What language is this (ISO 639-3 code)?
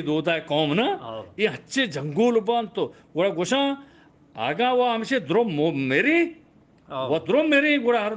bgp